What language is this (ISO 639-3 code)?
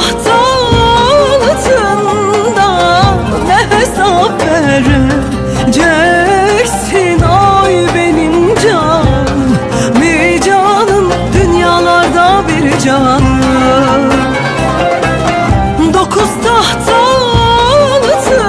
tur